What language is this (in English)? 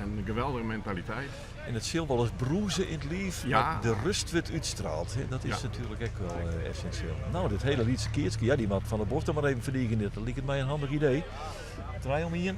Western Frisian